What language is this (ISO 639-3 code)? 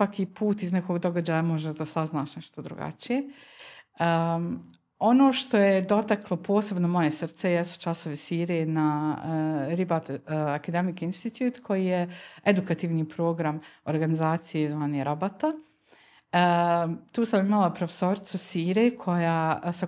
bos